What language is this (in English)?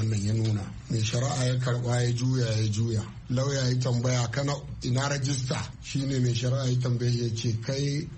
Hausa